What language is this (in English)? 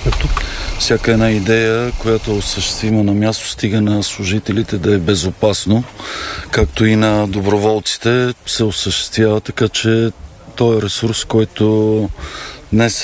Bulgarian